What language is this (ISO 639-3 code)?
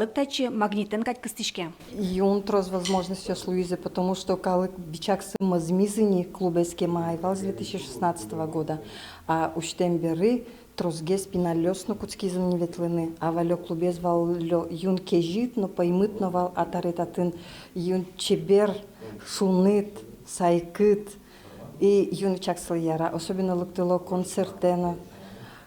udm